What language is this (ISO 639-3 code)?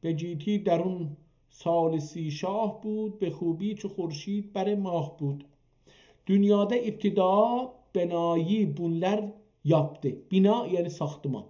azb